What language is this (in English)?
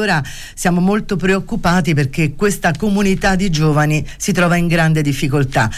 Italian